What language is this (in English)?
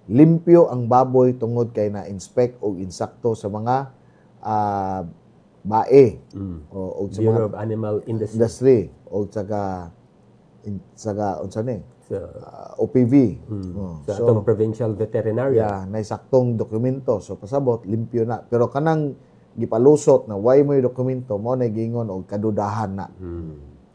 Cebuano